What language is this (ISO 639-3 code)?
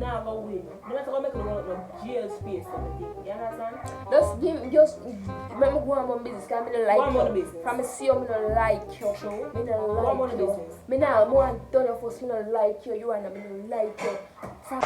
jam